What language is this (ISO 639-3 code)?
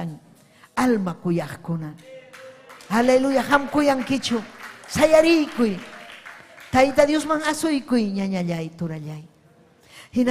quy